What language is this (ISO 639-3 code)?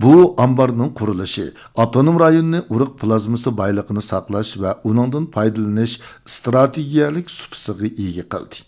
uig